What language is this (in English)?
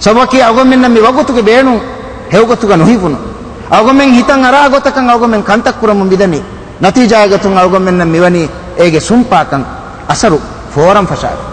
Divehi